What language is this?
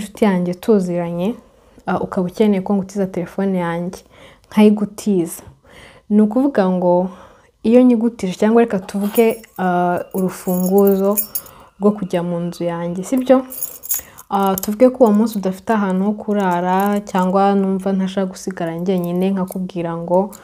Kinyarwanda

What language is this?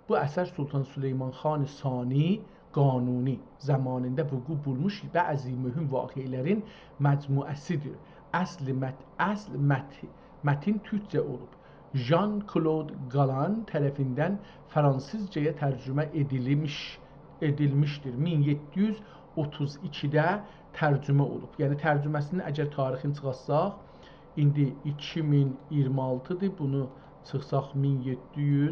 South Azerbaijani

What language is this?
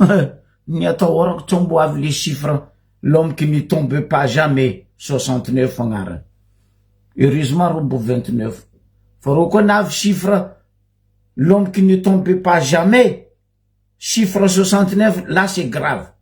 Malagasy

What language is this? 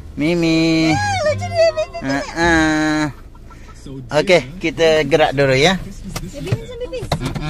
Malay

